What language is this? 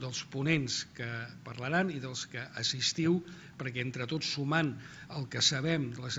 Catalan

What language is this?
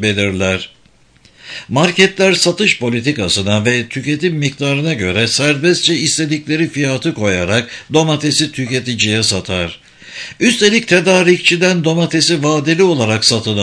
Turkish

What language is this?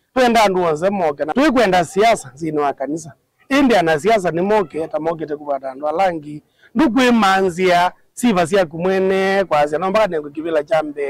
Kamba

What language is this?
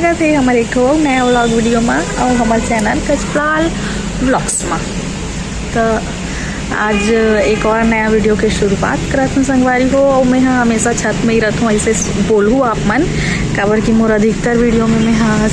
Chhattisgarhi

